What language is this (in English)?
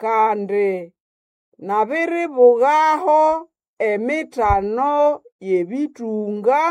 Nande